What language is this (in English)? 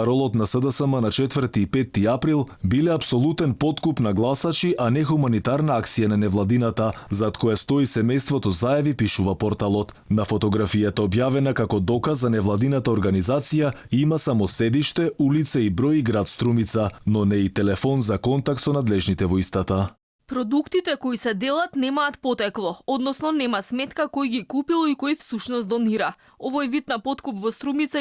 Macedonian